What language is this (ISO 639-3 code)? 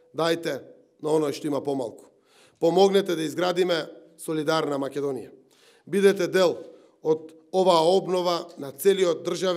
mkd